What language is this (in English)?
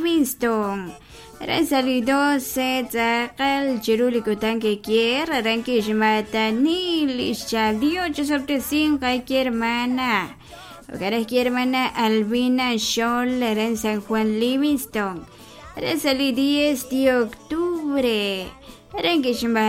Kekchí